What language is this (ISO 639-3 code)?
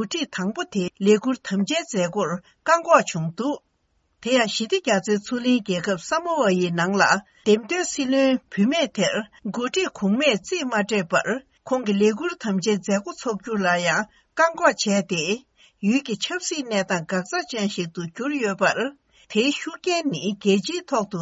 bod